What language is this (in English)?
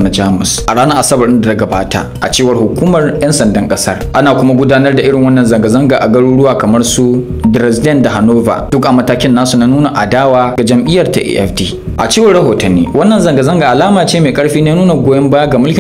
Hausa